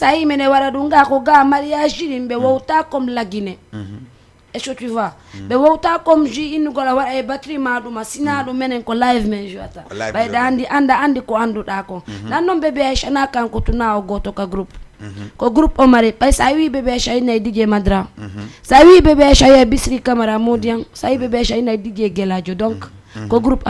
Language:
Fula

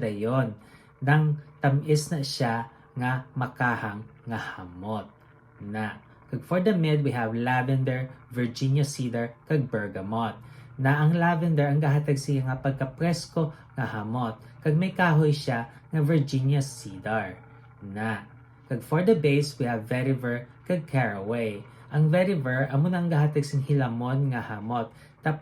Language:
Hiligaynon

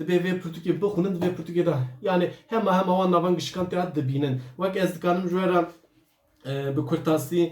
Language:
Kurdish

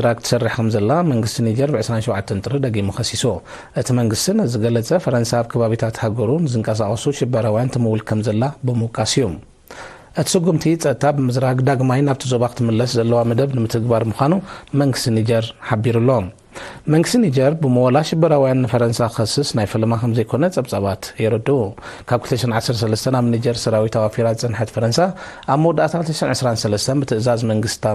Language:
Tigrinya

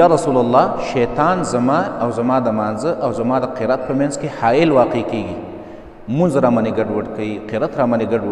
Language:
Pashto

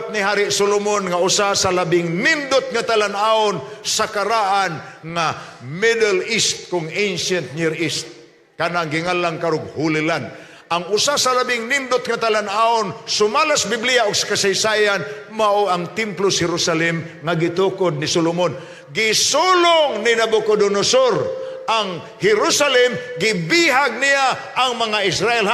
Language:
Cebuano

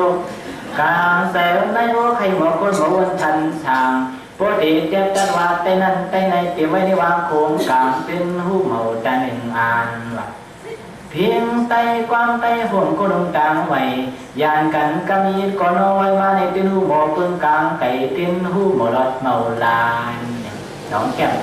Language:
Shan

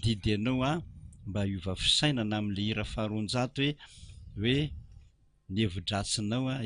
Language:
Malagasy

